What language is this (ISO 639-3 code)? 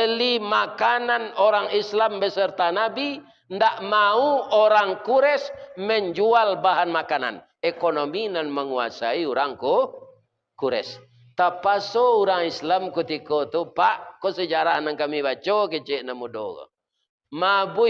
min